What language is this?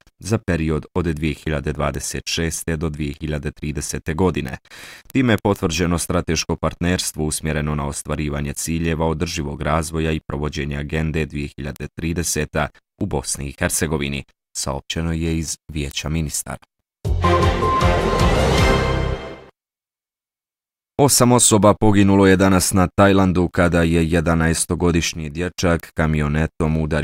Bosnian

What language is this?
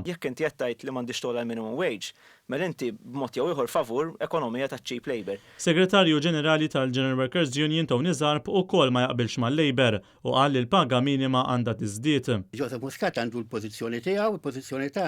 Maltese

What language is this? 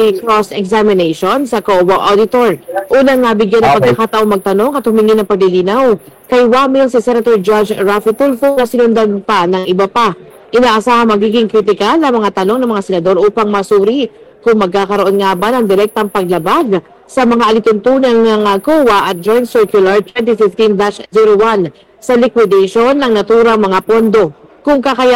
Filipino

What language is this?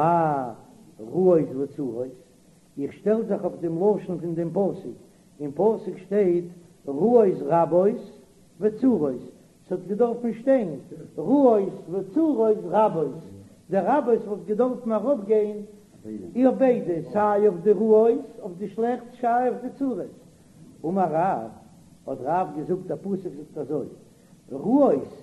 Yiddish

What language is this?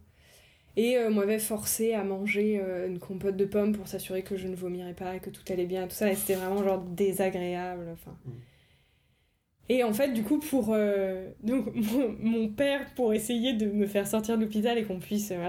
French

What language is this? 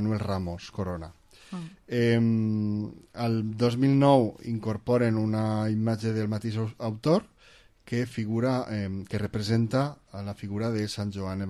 Catalan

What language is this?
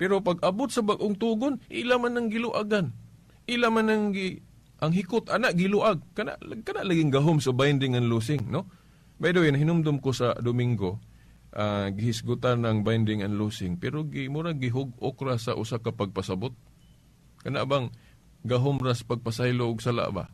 Cebuano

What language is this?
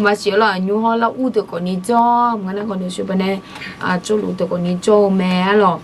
Akha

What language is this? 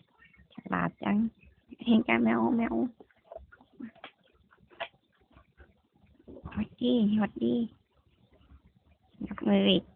Thai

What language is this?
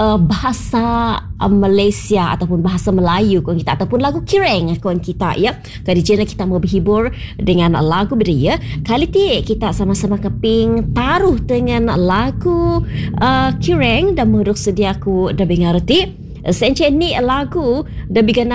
Malay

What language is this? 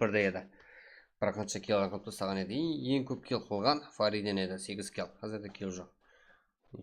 Kara-Kalpak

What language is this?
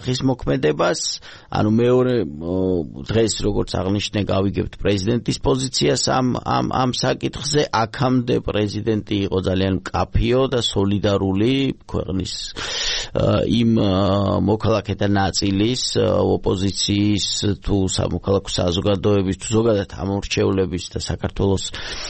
Georgian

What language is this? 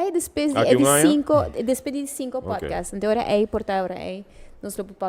Papiamento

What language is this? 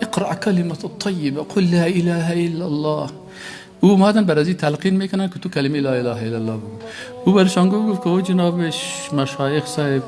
Persian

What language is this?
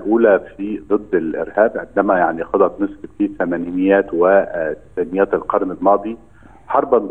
Egyptian Arabic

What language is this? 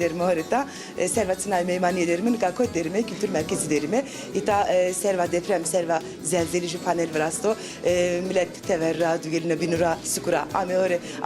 Zaza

